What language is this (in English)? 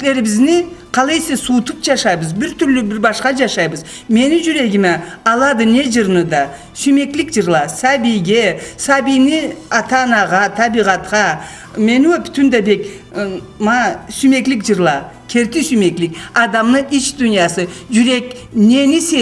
Karachay-Balkar